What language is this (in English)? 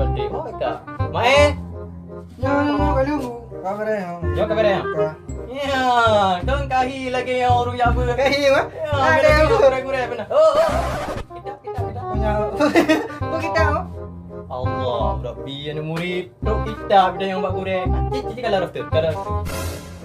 Achinese